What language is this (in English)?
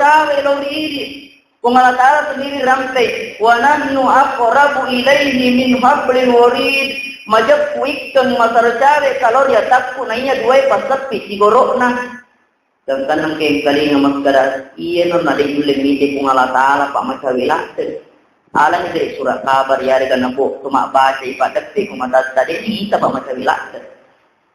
Buginese